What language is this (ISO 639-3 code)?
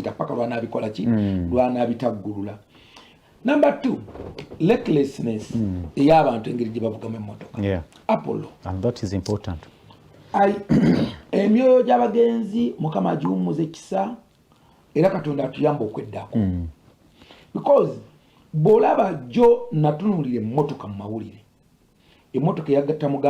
lug